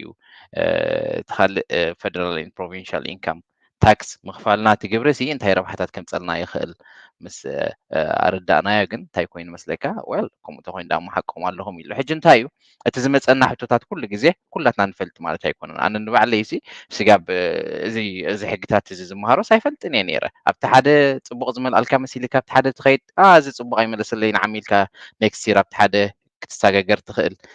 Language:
Tigrinya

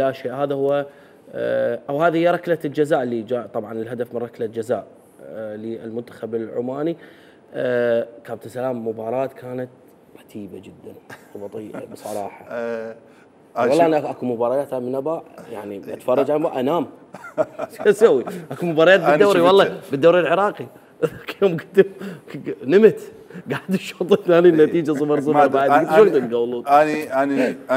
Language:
Mesopotamian Arabic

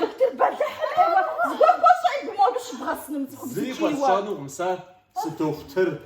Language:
Kabardian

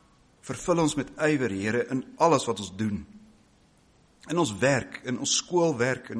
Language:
Afrikaans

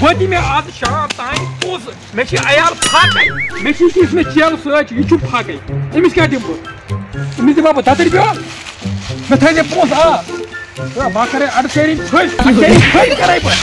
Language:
Kashmiri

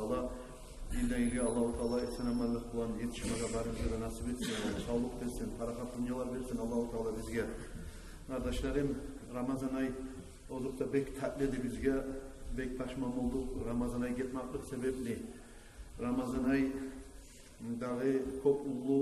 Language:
Kumyk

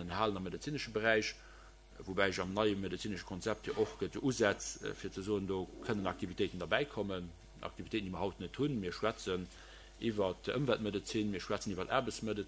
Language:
Luxembourgish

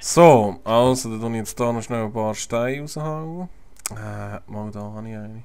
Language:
Swiss German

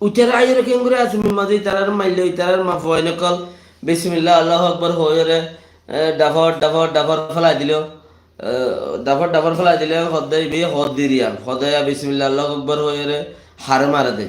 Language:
Rohingya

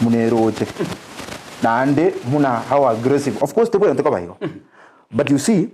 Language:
Gusii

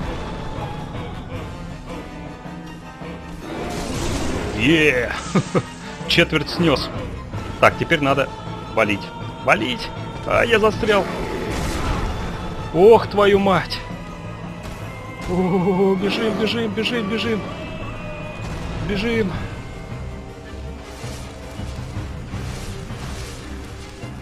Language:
Russian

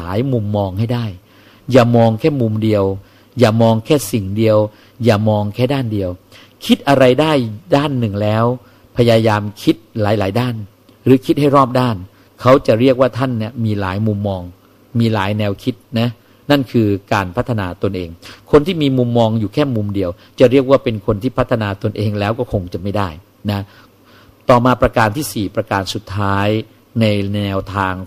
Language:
Thai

